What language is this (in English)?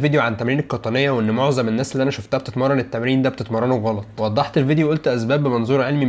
Egyptian Arabic